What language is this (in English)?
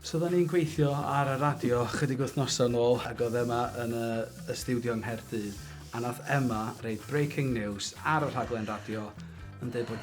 Welsh